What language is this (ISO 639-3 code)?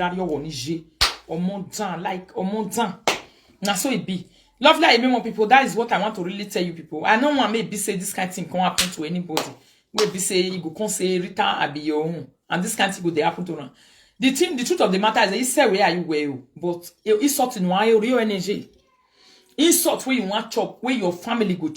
pcm